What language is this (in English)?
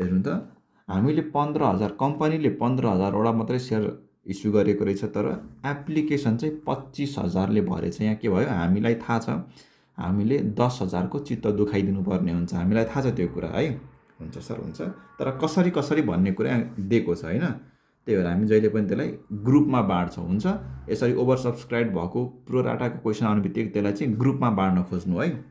Nepali